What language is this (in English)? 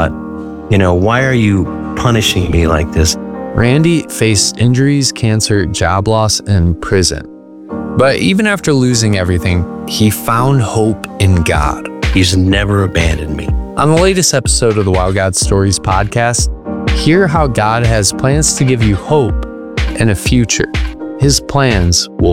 English